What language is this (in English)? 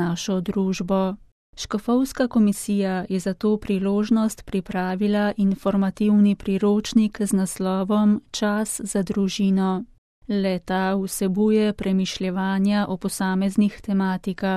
Slovenian